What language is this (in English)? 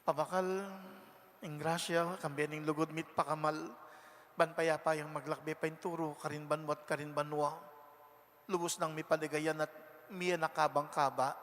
Pampanga